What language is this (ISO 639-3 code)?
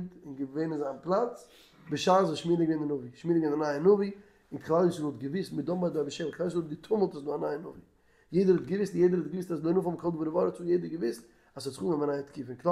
yid